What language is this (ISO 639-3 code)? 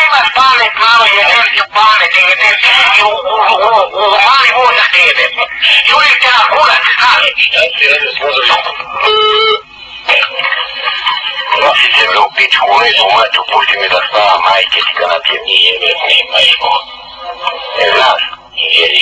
srp